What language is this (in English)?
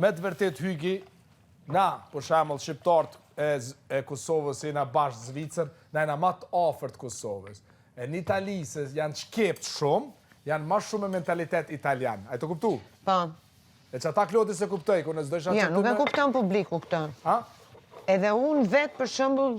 Albanian